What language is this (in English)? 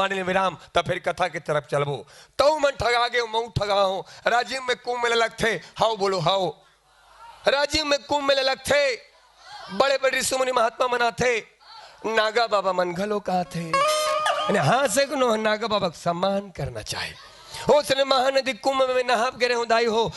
Chhattisgarhi